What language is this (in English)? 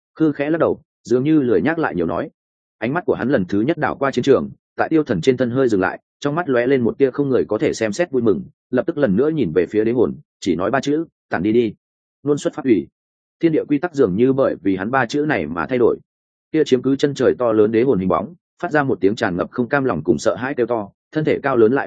Vietnamese